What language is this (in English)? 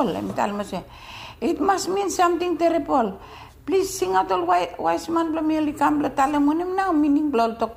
Bislama